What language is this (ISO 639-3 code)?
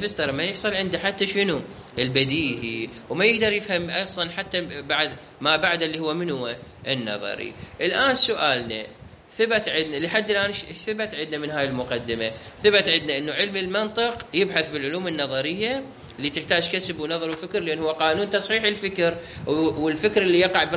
acm